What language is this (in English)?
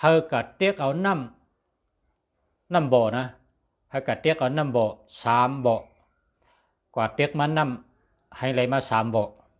Shan